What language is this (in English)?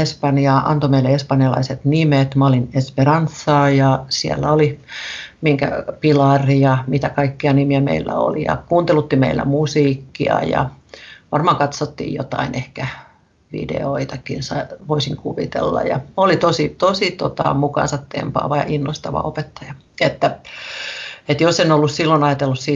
Finnish